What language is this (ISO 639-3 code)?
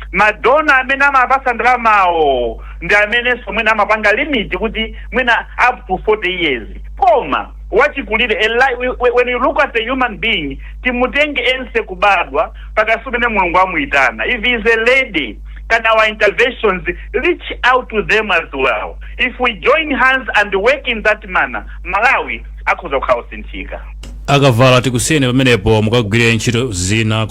nya